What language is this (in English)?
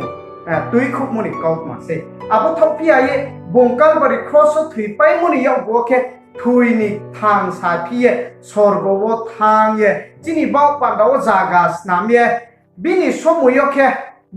Riang (India)